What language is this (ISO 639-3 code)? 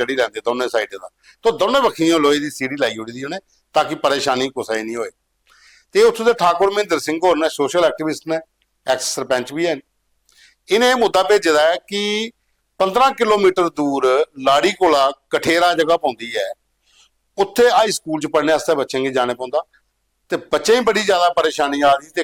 doi